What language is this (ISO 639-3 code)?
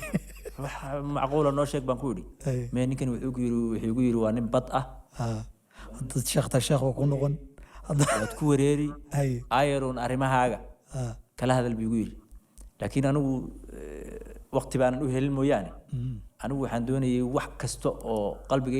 som